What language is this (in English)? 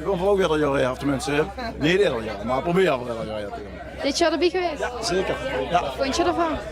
Limburgish